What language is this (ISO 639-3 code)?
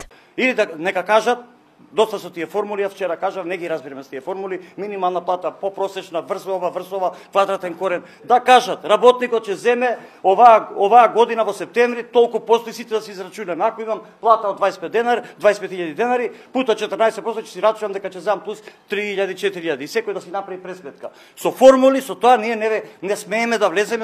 mkd